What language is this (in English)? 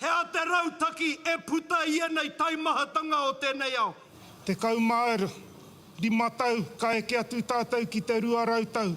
Māori